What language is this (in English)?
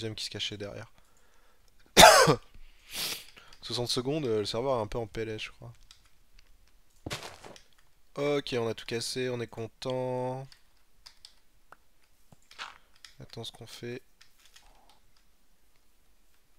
French